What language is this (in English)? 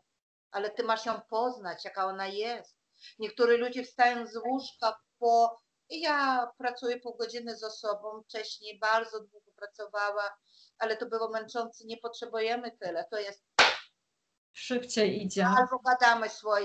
Polish